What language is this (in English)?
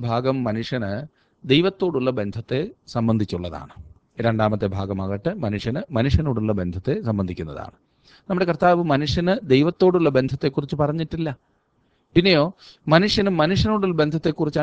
Malayalam